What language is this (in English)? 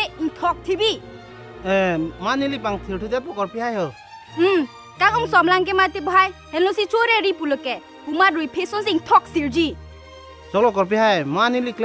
Karbi